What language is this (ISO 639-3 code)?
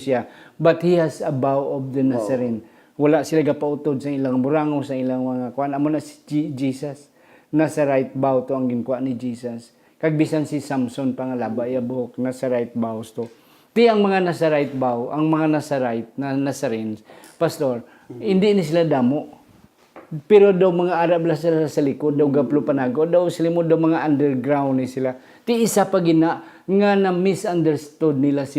hil